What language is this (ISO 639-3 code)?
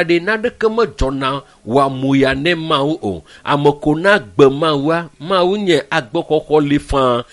ewe